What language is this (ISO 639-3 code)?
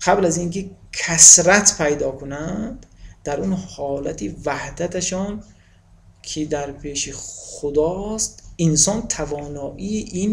tgk